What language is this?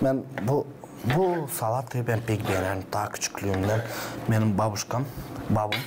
Gagauz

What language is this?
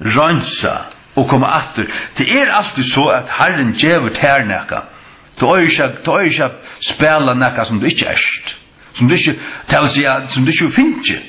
Faroese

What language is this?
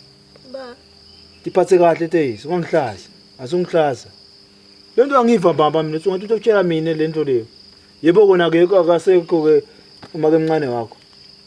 Zulu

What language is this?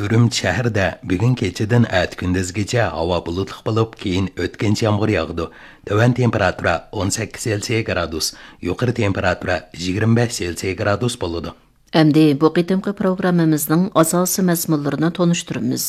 Uyghur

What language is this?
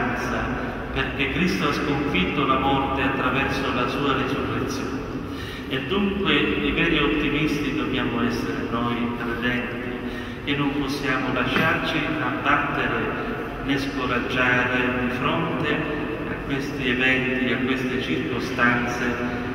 Italian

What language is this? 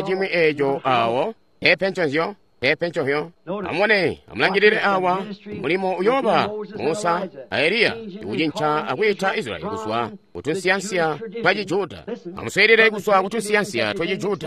Tonga (Zambia)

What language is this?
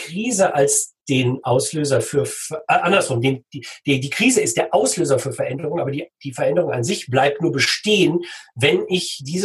German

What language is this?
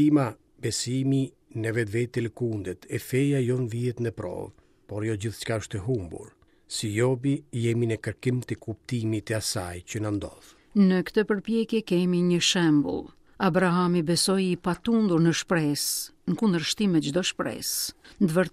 Albanian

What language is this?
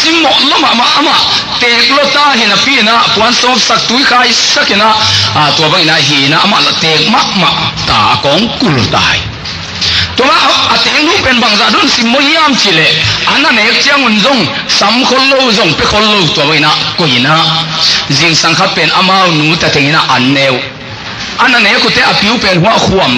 Tedim Chin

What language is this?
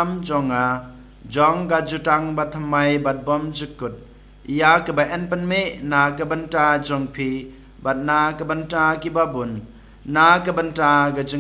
Khasi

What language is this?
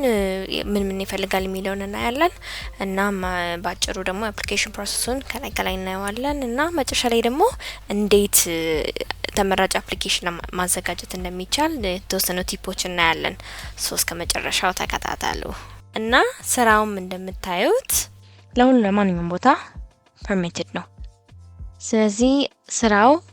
Amharic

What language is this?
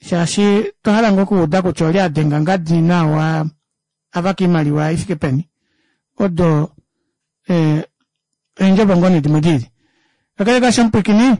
Kuanyama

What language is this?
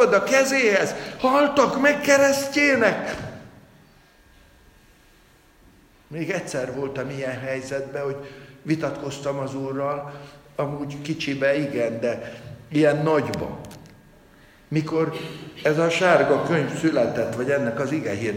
Hungarian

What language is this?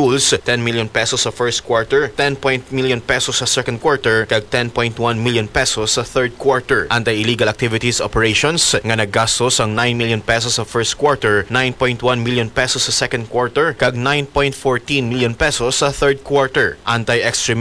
Hiligaynon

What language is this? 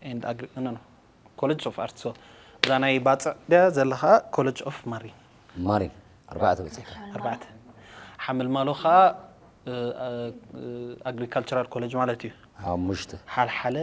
Tigrinya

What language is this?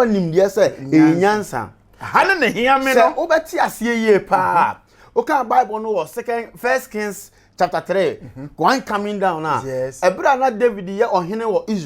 Akan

